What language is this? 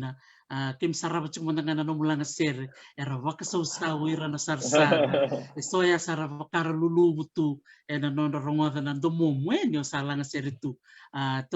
Fijian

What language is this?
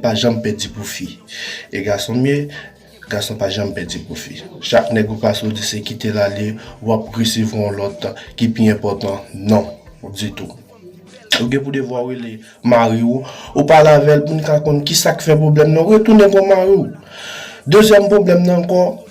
Haitian Creole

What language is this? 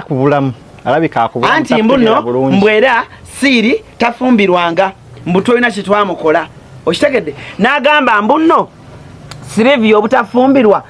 Ganda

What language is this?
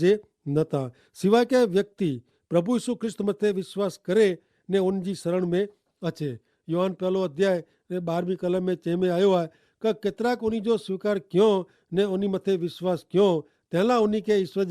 Kachhi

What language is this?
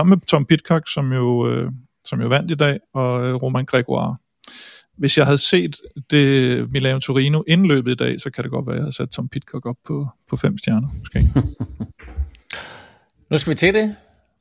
Danish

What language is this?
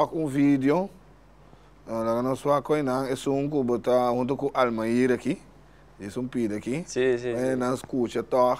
Papiamento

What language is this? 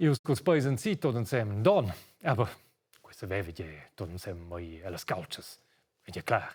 Romansh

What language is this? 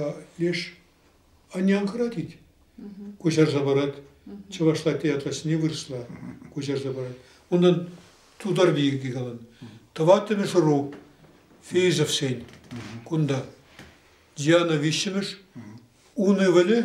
Chuvash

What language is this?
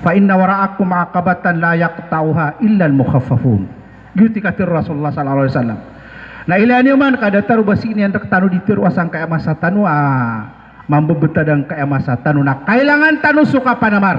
Maranao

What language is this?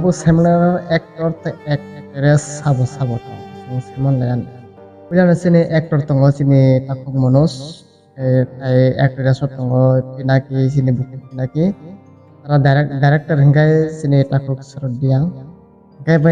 Kok Borok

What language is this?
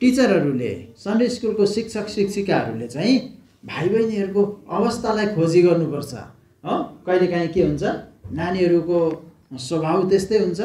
Nepali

